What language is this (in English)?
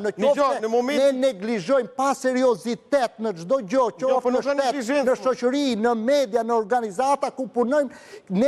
Albanian